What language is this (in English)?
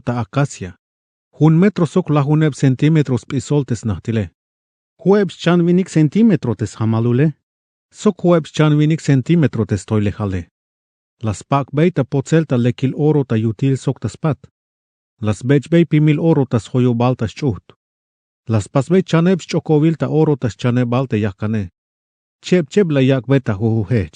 Tzeltal